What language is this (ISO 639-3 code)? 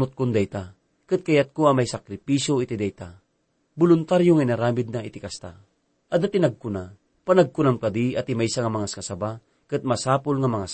ilo